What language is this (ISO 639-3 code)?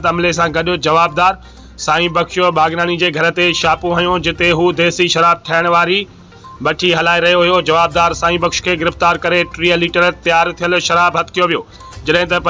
snd